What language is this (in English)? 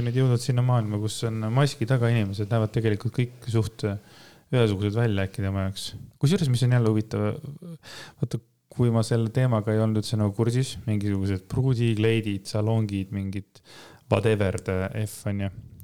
Estonian